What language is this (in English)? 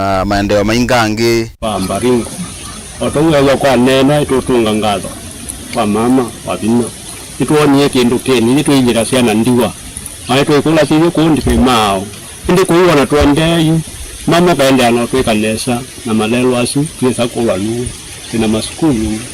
Kamba